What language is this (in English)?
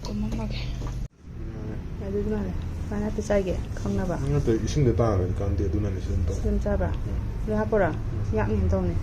Manipuri